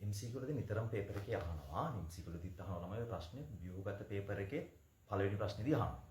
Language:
Sinhala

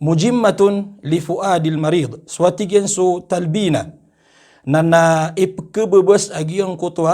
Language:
Maranao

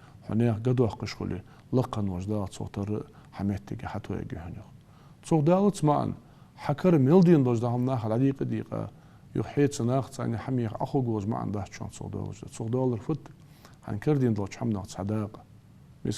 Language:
Ingush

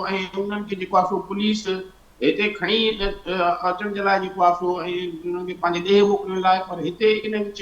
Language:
Sindhi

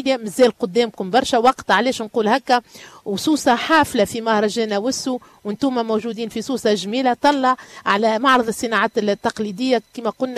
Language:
Tunisian Arabic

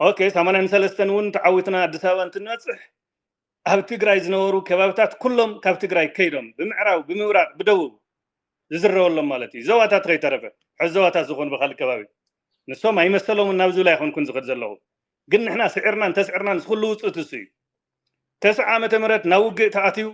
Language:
Tigrinya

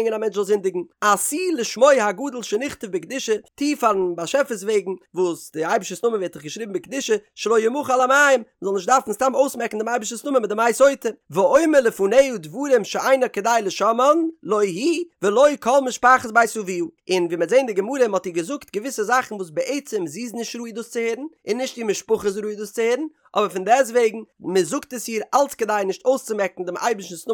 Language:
Yiddish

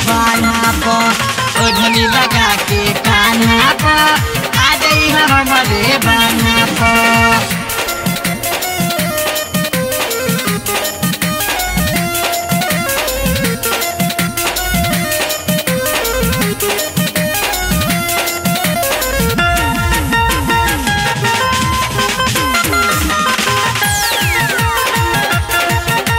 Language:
Bhojpuri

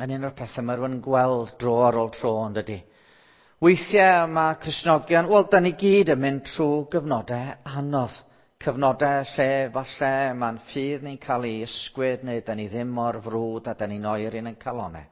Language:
Welsh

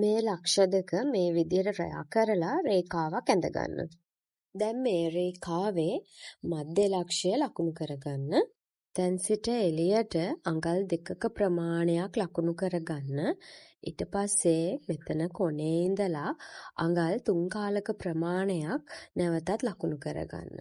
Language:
Sinhala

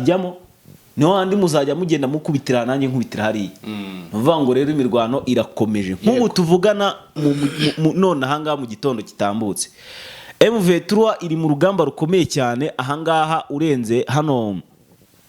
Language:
Kinyarwanda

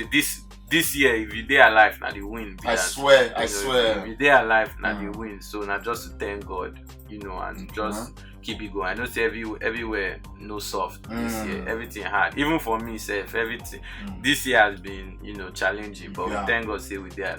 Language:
Nigerian Pidgin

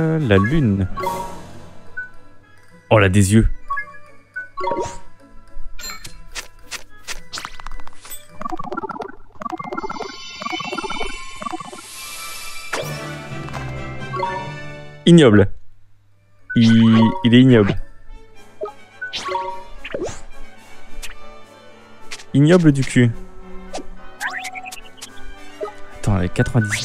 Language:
French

